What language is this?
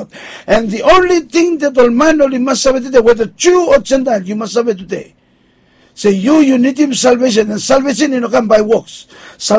Bislama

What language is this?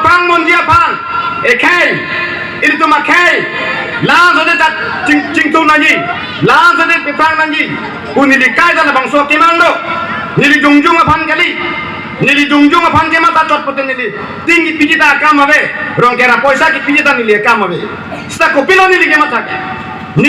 Karbi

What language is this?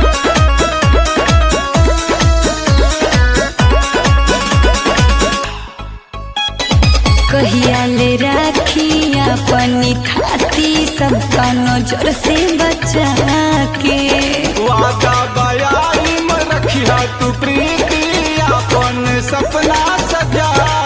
Bhojpuri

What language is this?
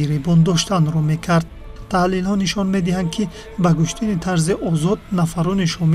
Tajik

